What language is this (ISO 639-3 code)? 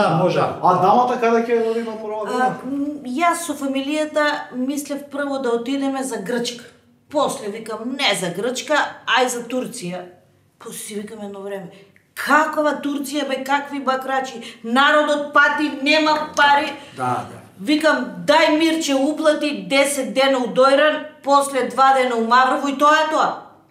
mkd